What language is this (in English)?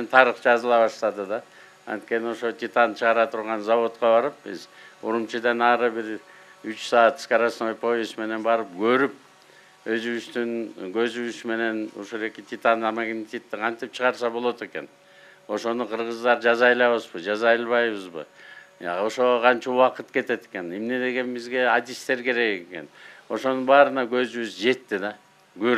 Kyrgyz